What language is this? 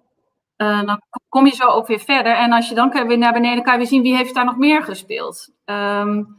Dutch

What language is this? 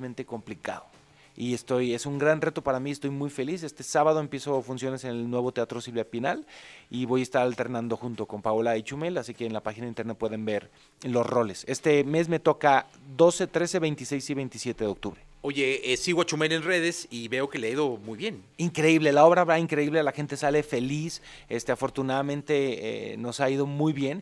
Spanish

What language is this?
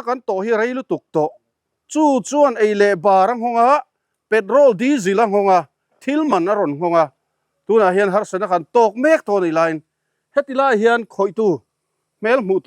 Mizo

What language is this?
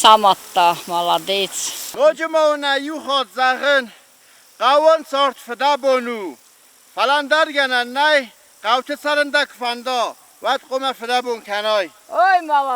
Ossetic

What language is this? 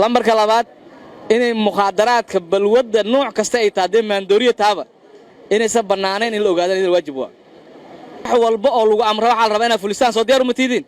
Somali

